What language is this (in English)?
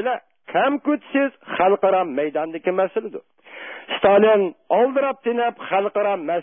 Uyghur